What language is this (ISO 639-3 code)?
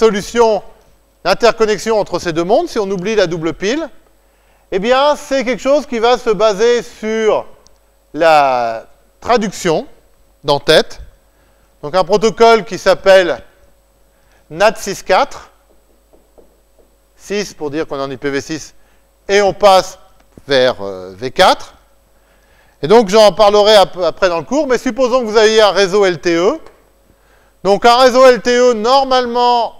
fra